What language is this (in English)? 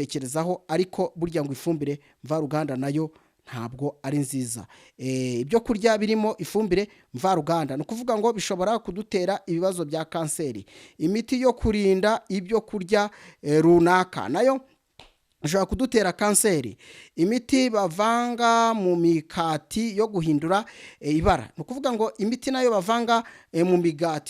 Kinyarwanda